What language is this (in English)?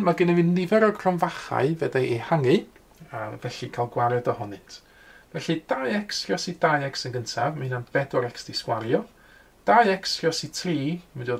Welsh